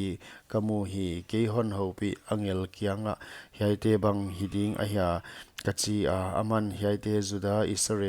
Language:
Paite Chin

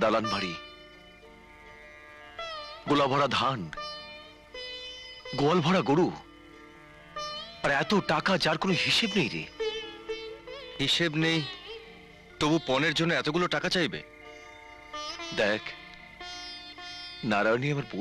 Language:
Bangla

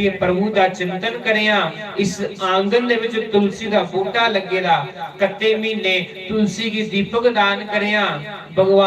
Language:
Dogri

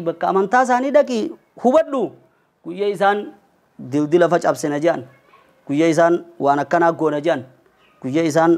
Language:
Oromo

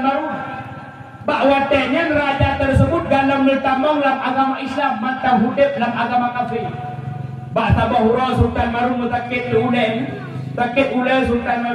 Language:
Achinese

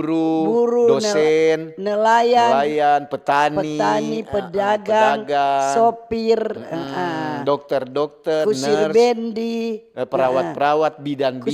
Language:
Manado Malay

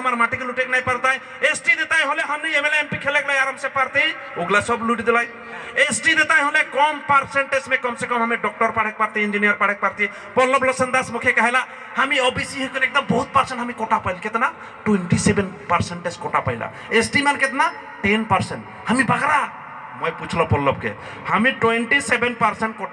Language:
Sadri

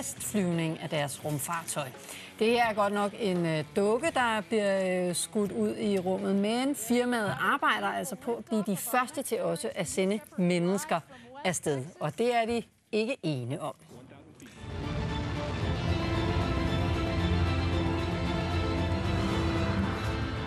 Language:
Danish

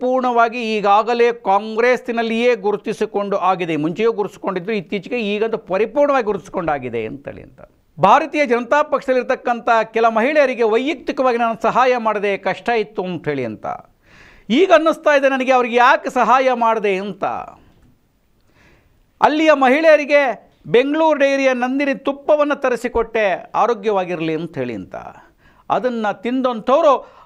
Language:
Kannada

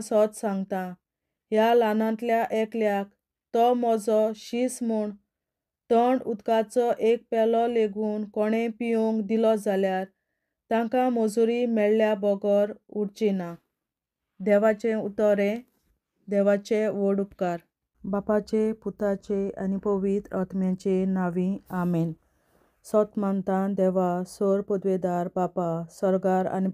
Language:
Konkani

